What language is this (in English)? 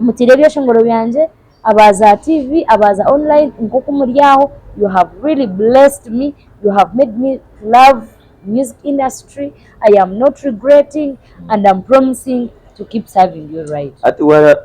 Nyankole